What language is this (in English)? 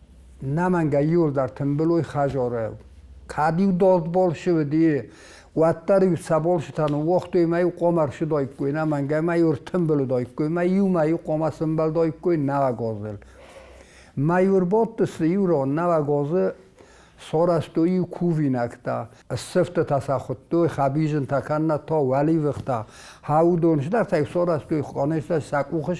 Ossetic